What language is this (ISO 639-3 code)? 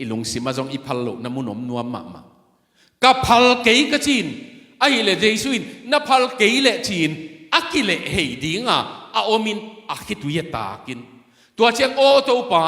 ctd